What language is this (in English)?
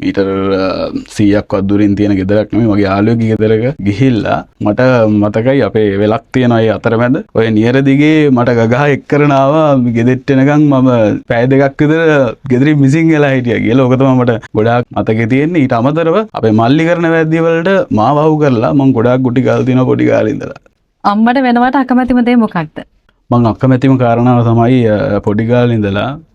Sinhala